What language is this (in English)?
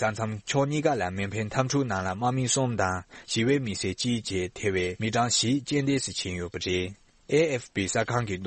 Tibetan